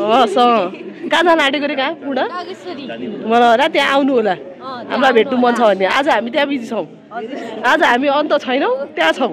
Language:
Nepali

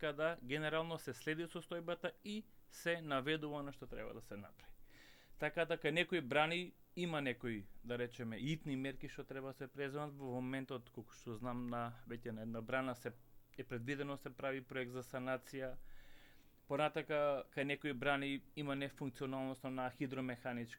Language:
Macedonian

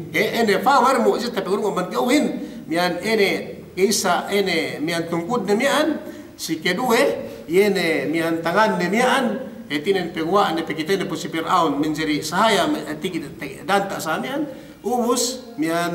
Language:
Yakan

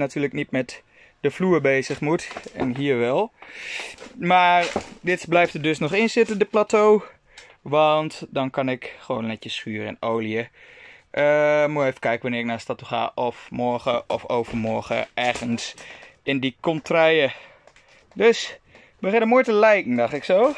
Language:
Dutch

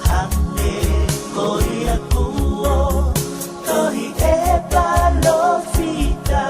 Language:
Tongan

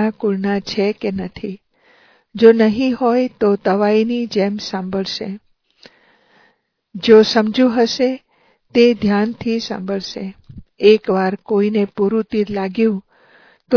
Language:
Gujarati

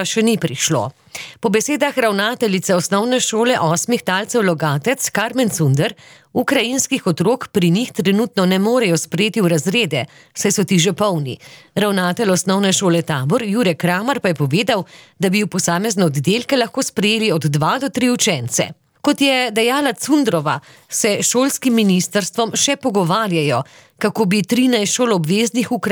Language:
Slovenian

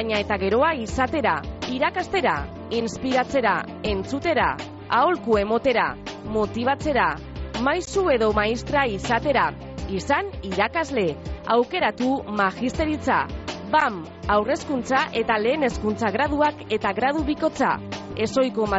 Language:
Basque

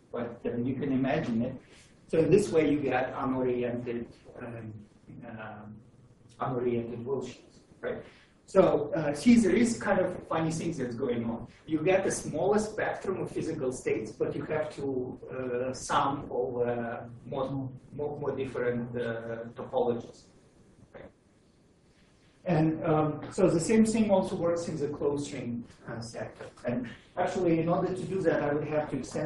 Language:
English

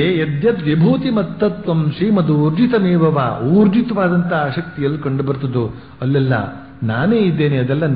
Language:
Kannada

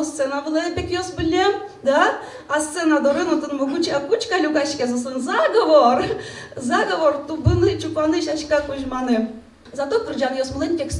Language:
Udmurt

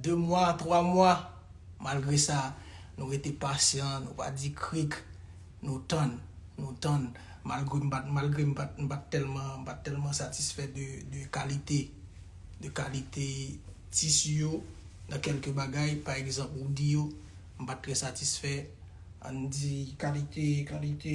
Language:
Haitian Creole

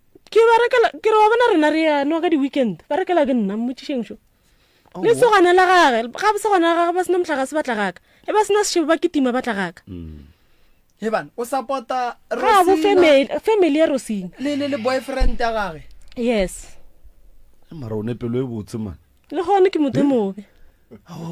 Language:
Northern Sotho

